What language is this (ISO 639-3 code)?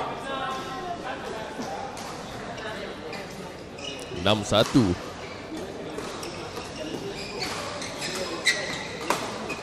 msa